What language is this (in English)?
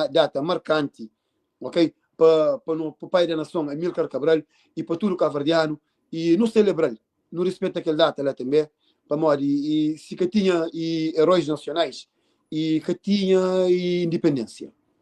Kabuverdianu